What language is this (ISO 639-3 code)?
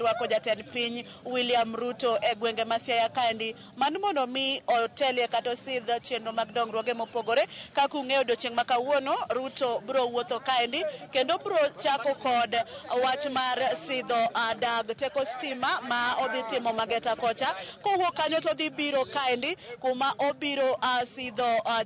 luo